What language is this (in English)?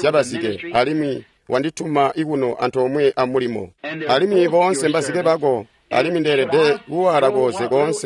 Tonga (Zambia)